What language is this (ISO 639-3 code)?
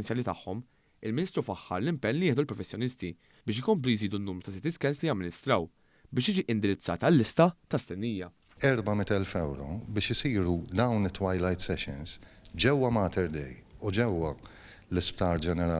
mlt